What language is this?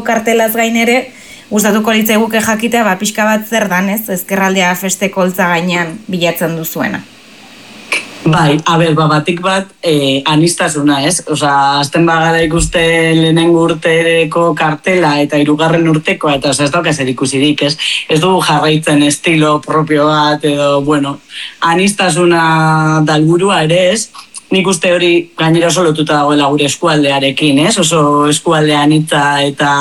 Basque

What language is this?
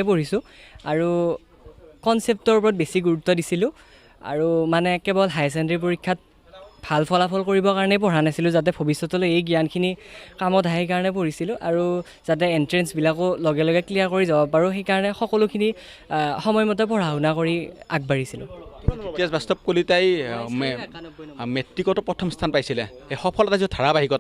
Assamese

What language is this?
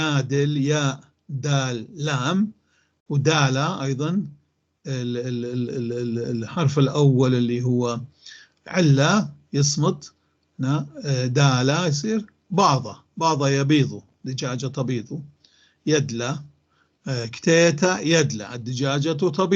North Levantine Arabic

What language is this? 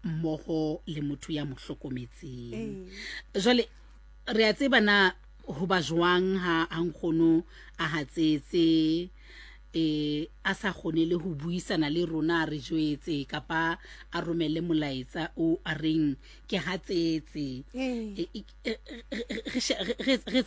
Southern Sotho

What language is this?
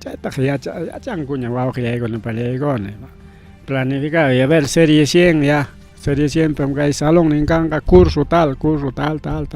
Ayacucho Quechua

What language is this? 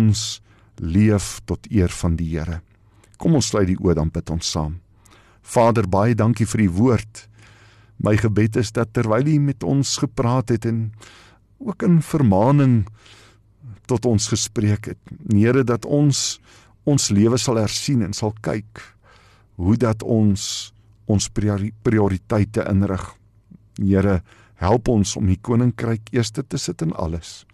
Afrikaans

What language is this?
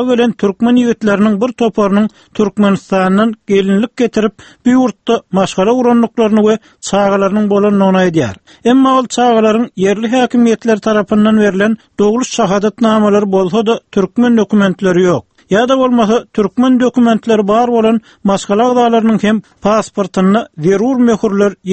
Turkmen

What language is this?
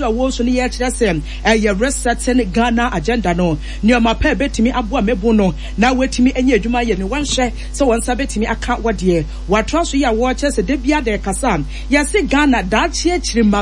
Akan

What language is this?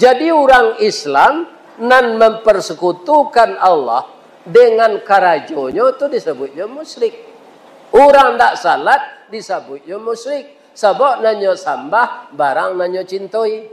Minangkabau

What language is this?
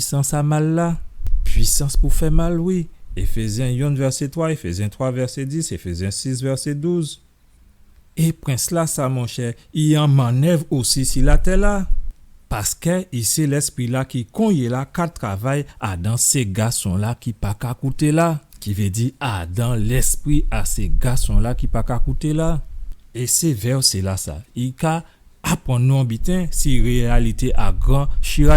Guadeloupean Creole French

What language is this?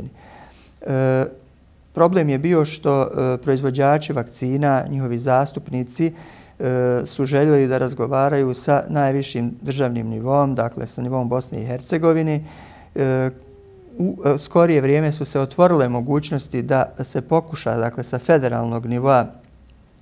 Bosnian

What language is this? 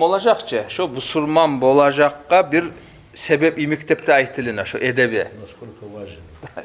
Kumyk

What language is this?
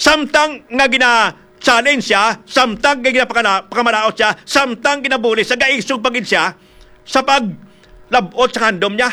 Hiligaynon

